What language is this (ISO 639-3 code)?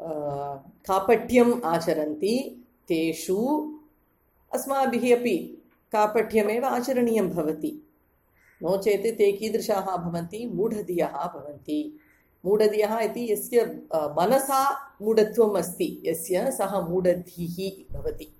san